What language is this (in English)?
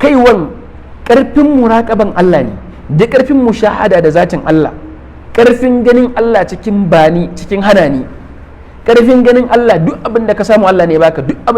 Hausa